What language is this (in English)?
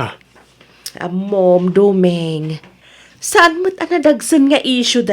Iloko